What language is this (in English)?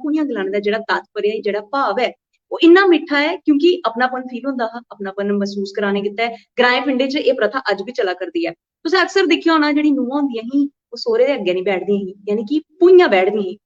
Dogri